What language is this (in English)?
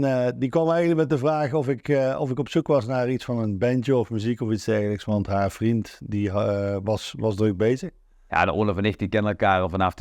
Limburgish